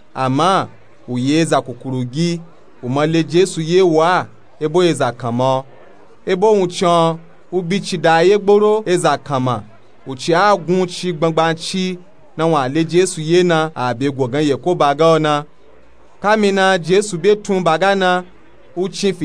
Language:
Nupe-Nupe-Tako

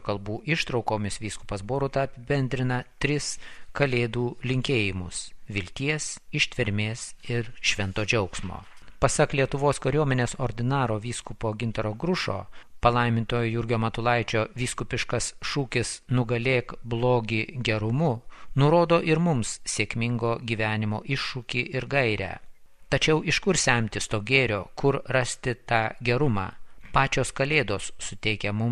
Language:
Lithuanian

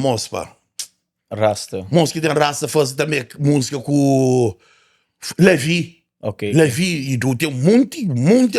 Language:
Kabuverdianu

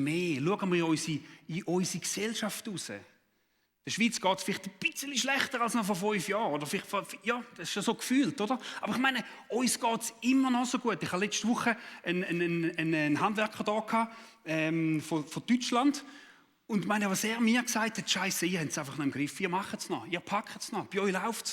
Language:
Swiss German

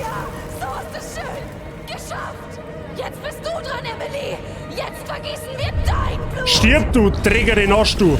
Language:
Bavarian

